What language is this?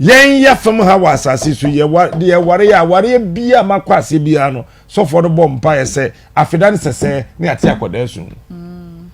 Akan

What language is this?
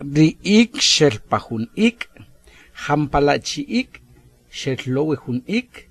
Achi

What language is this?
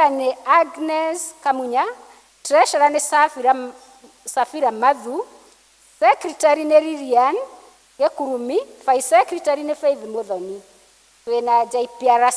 Kikuyu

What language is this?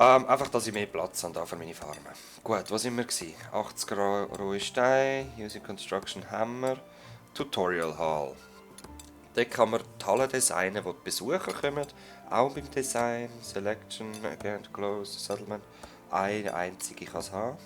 Swiss German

